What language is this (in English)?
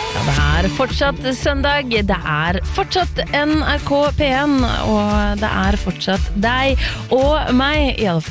Norwegian